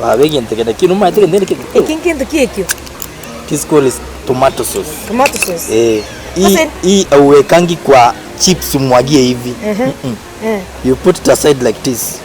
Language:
Gusii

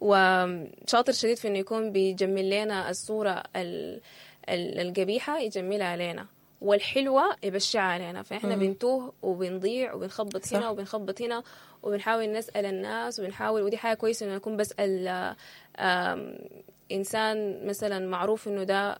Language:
Sudanese Arabic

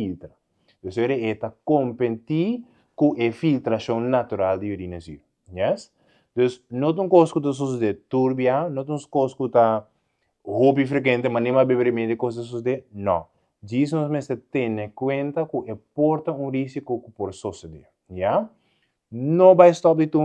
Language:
Papiamento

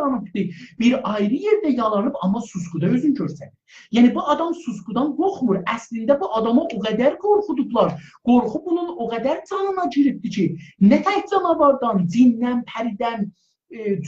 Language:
South Azerbaijani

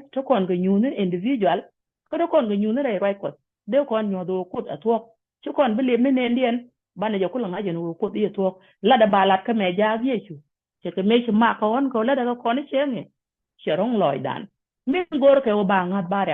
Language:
Nuer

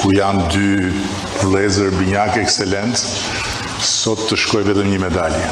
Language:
Albanian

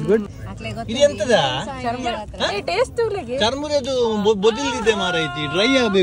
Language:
Tulu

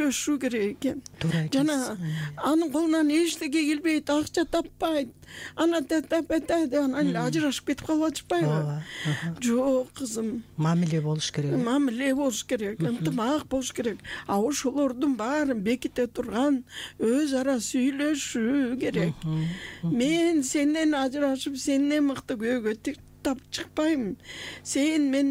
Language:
Kyrgyz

